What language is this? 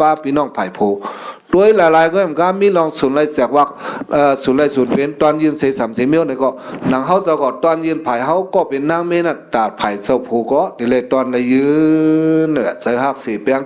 Shan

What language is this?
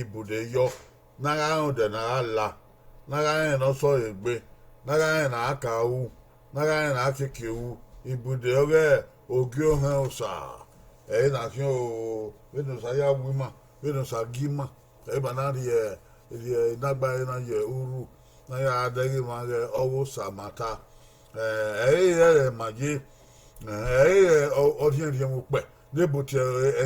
Bini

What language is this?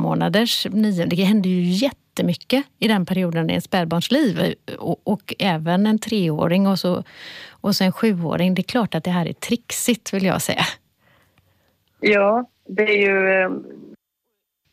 Swedish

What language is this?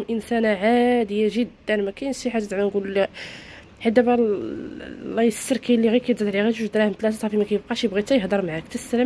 Moroccan Arabic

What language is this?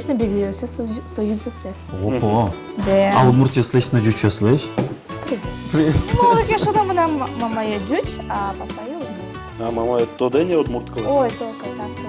Udmurt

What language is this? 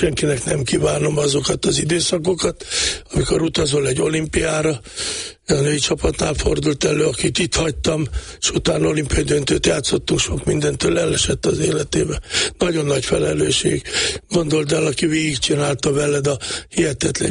Hungarian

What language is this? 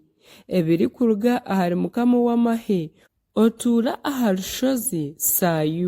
Nyankole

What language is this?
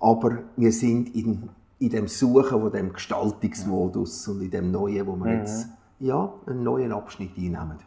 Swiss German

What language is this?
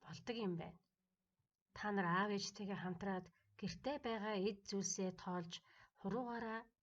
Mongolian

